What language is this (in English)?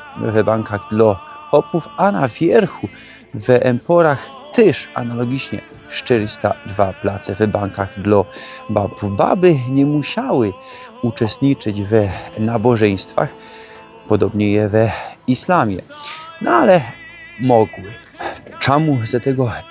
Silesian